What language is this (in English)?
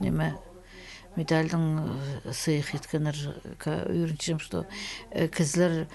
Khakas